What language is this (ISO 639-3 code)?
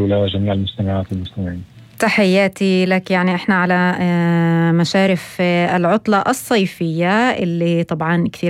apc